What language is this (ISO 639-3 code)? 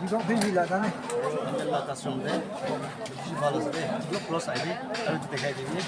nag